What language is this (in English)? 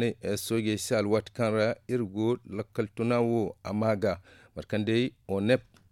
Zarma